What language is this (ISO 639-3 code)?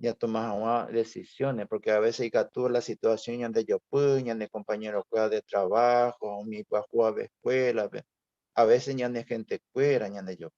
grn